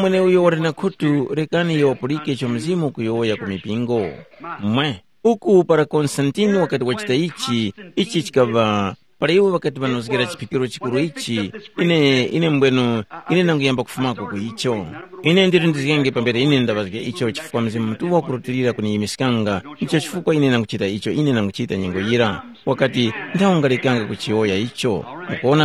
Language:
Tumbuka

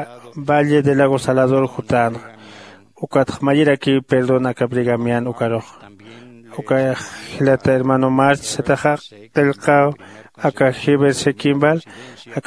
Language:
Aymara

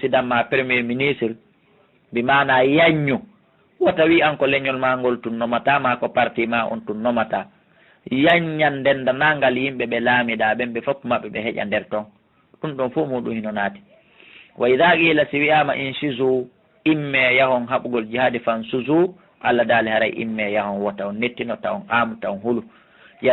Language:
Fula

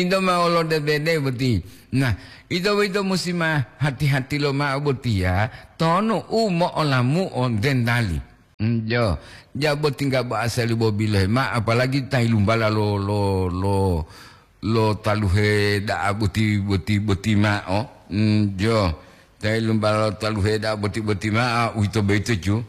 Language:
Gorontalo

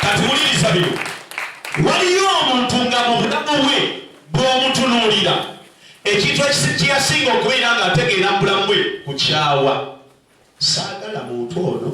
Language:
Ganda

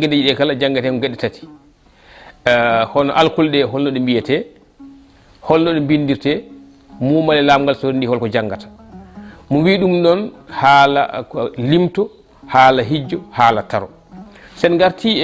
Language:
Fula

